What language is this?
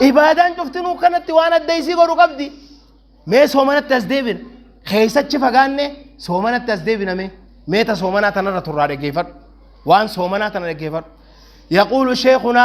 Oromo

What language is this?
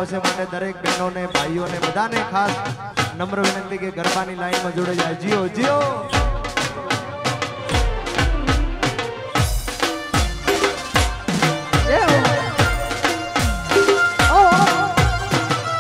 Gujarati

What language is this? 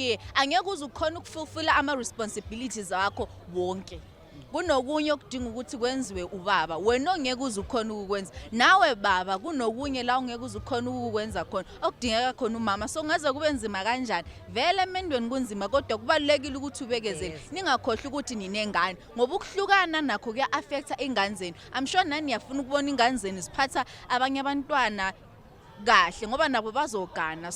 Zulu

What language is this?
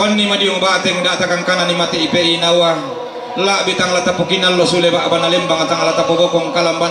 Toraja-Sa'dan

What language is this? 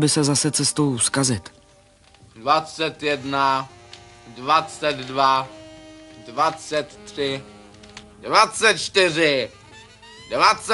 Czech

